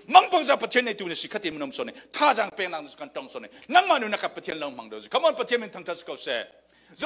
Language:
Falam Chin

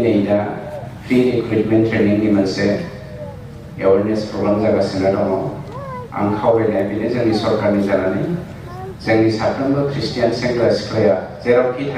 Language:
Bodo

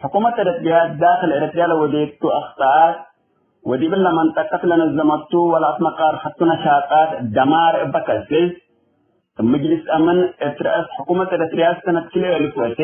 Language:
Tigre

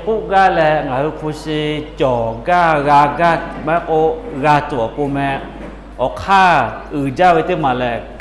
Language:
Lahu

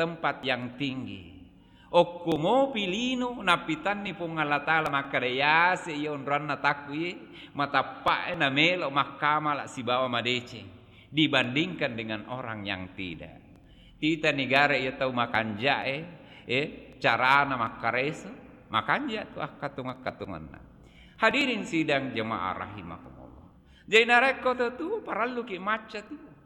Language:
Buginese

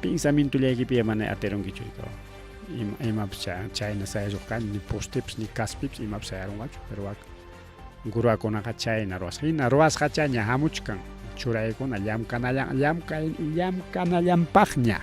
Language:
Ayacucho Quechua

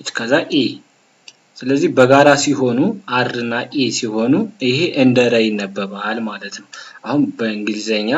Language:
Amharic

